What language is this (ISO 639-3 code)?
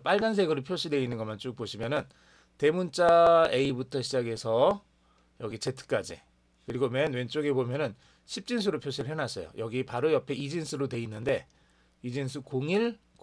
kor